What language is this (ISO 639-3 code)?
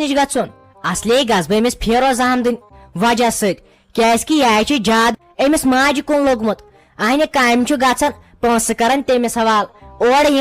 kas